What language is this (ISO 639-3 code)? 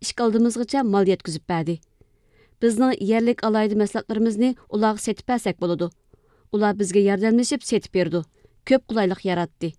uig